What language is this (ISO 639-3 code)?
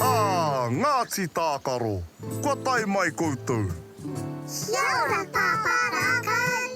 mri